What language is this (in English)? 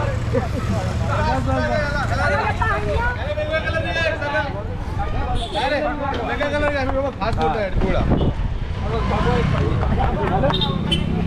Marathi